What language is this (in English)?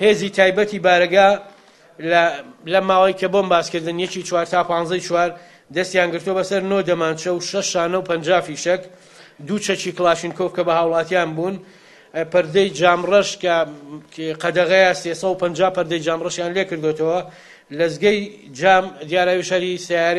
Central Kurdish